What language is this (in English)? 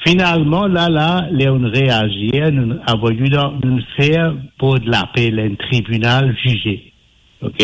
Morisyen